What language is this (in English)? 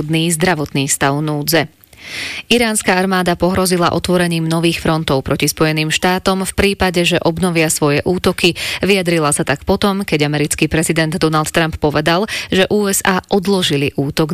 Slovak